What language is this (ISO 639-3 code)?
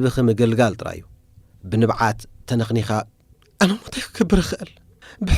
tir